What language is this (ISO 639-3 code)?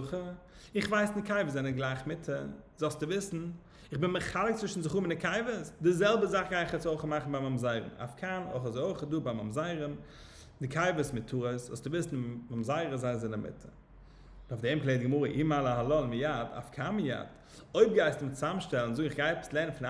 yid